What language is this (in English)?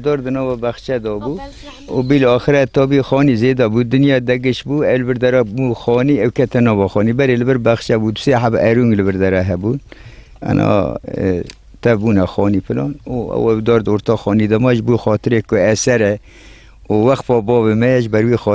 Kurdish